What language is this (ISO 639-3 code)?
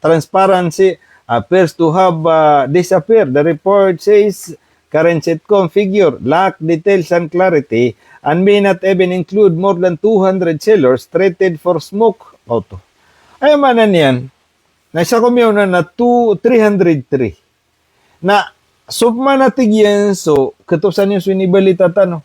mrw